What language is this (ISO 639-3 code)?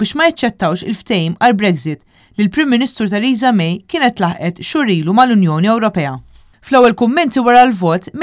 mlt